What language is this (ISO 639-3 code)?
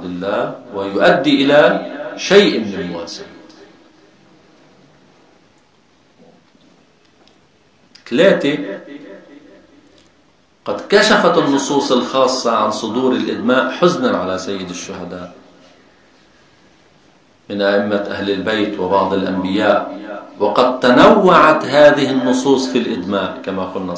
ara